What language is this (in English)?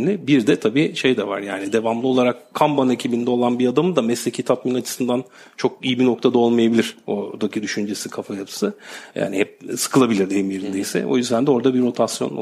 Turkish